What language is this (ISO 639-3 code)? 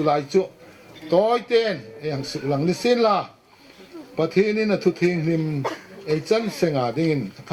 hmr